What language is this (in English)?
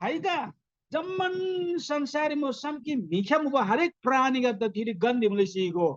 Eastern Tamang